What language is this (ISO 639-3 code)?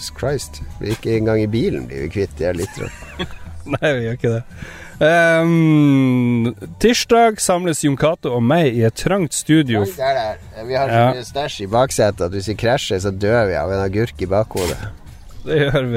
nor